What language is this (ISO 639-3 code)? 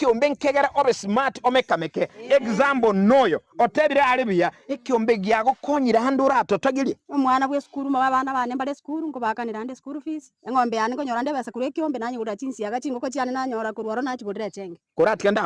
guz